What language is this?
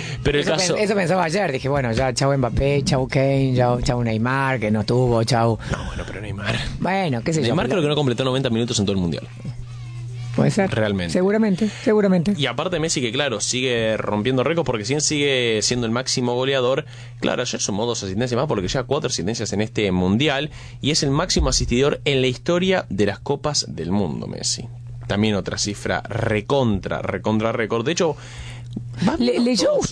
Spanish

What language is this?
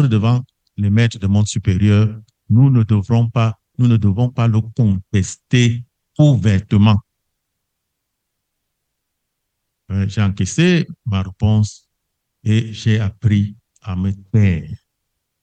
French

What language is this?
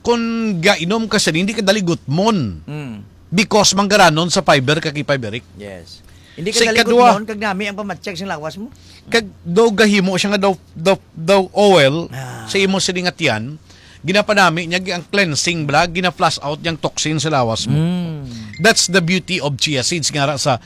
Hiligaynon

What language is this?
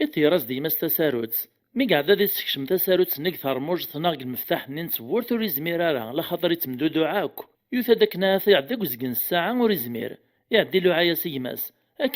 Kabyle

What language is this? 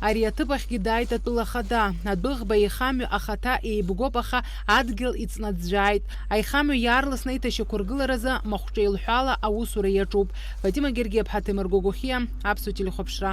Abkhazian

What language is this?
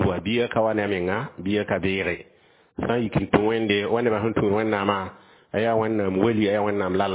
Mossi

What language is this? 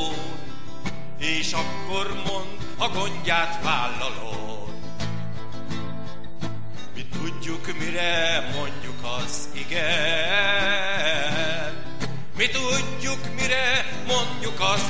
Hungarian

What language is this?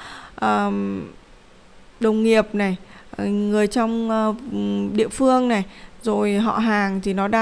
Vietnamese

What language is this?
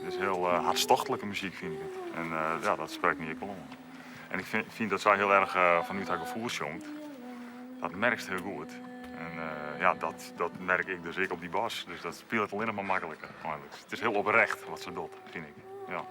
Western Frisian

